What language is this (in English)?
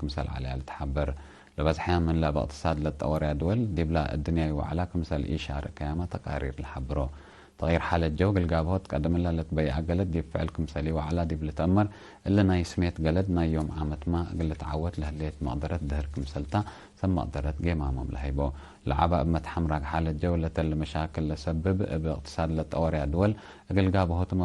Tigre